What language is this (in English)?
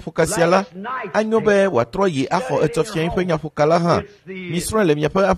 Ewe